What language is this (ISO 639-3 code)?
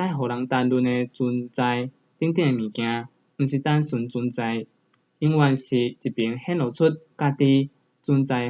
nan